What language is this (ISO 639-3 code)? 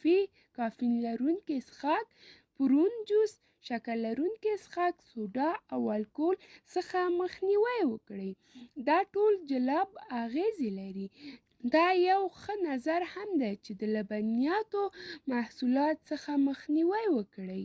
pus